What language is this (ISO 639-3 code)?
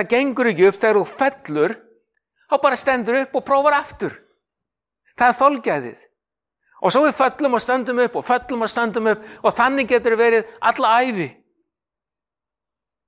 isl